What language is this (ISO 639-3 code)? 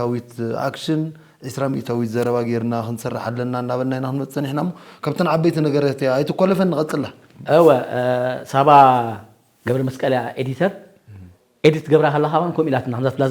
tir